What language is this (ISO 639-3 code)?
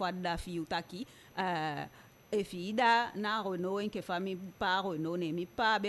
djk